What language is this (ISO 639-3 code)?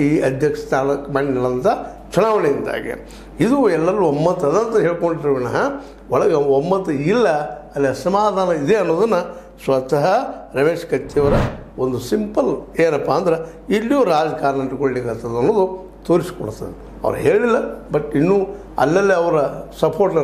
kan